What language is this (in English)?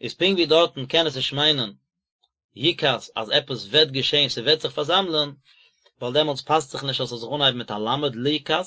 Yiddish